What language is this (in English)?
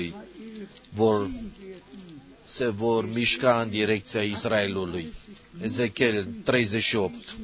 Romanian